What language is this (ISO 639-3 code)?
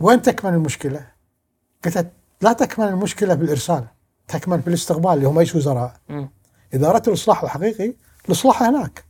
afb